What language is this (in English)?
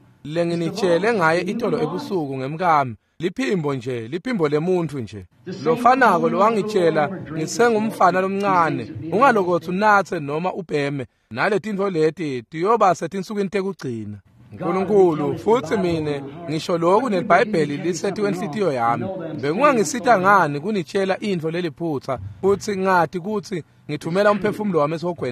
Swati